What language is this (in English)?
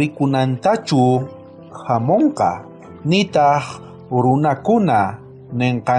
South Bolivian Quechua